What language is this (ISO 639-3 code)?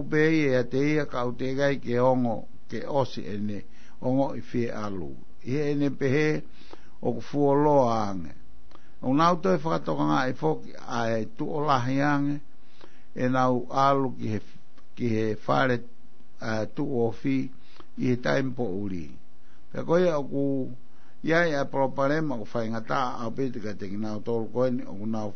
ton